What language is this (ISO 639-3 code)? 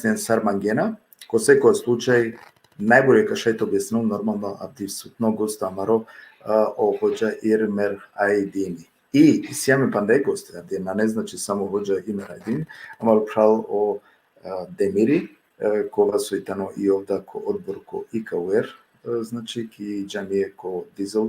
rmn